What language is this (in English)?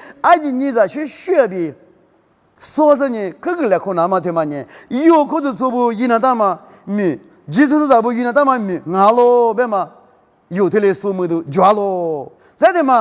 Lisu